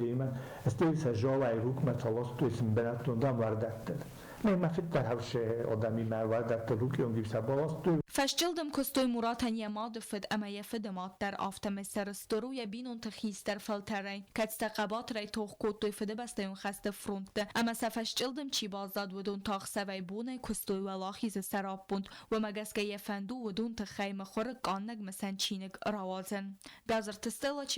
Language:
Ossetic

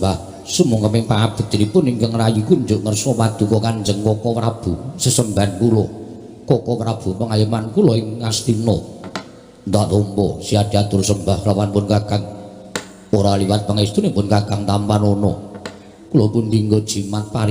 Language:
Javanese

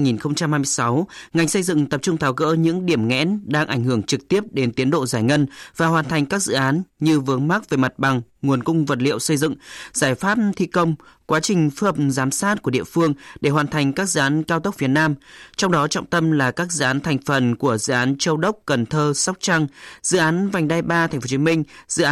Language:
Vietnamese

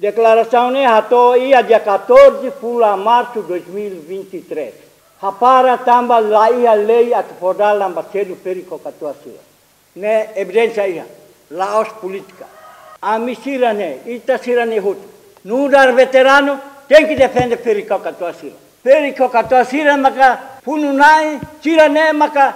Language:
Tetum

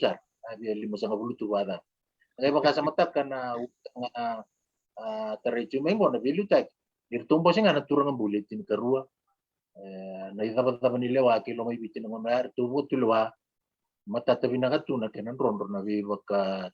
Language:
Fijian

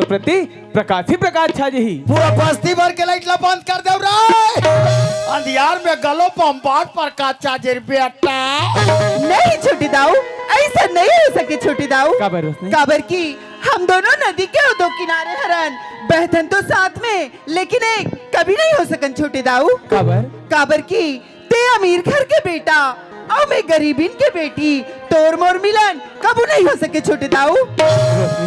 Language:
Chhattisgarhi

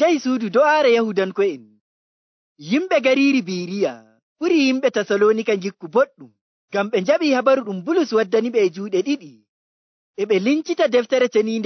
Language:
Nigerian Fulfulde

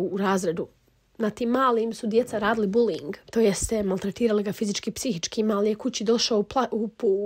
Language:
Bosnian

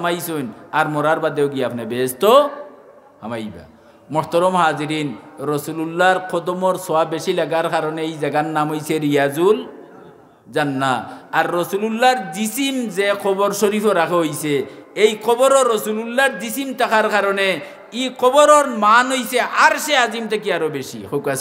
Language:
Sylheti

